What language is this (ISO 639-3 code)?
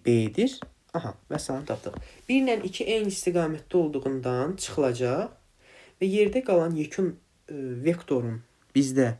aze